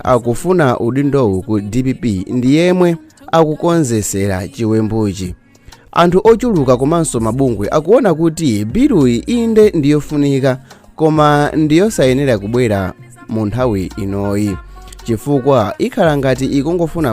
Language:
Nyanja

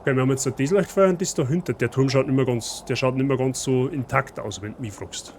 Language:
Bavarian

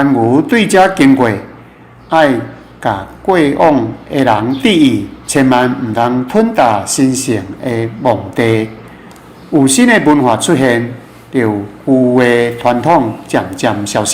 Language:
Min Nan Chinese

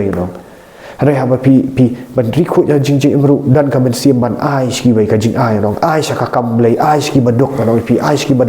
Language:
Khasi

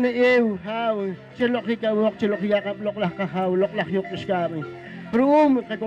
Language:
Poqomchi'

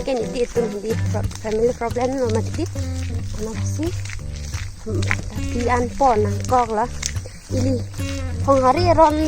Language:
Karbi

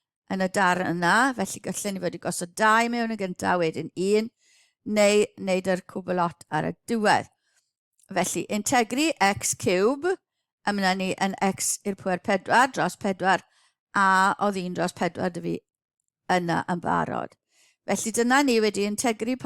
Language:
Welsh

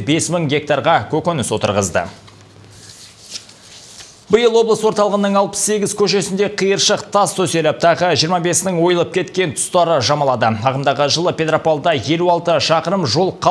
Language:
Kazakh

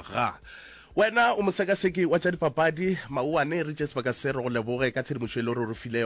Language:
Northern Sotho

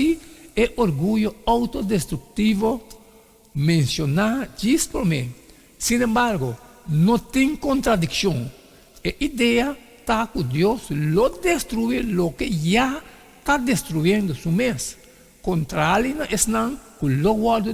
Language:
Papiamento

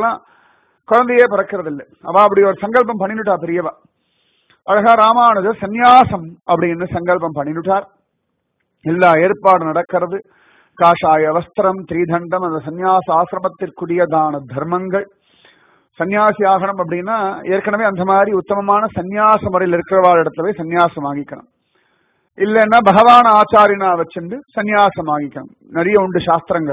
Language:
Tamil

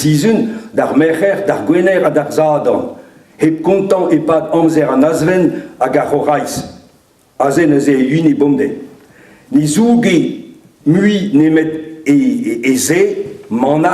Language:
Breton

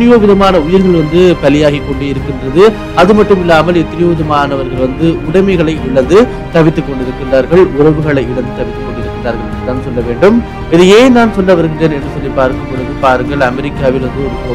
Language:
Tamil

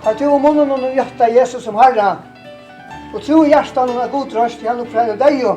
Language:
Faroese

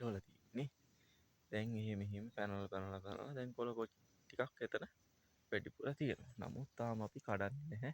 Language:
Sinhala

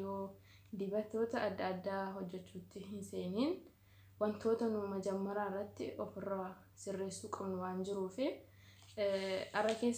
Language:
Oromo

